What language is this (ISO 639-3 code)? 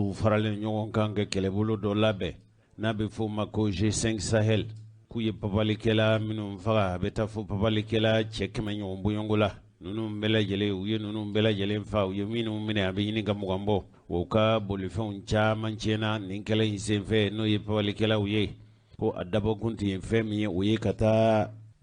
bam